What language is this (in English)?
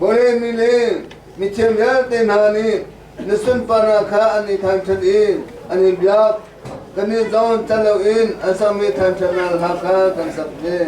Hakha Chin